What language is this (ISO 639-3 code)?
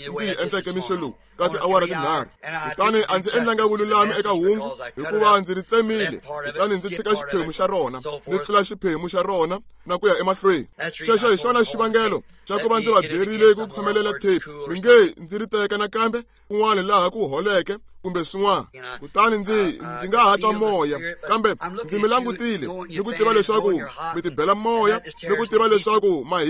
tso